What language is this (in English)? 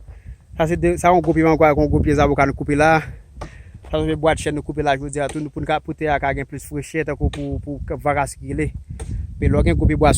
Haitian Creole